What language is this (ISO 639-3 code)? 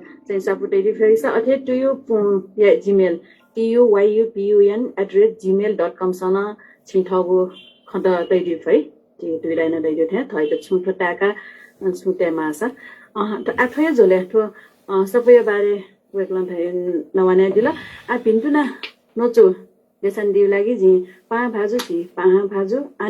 new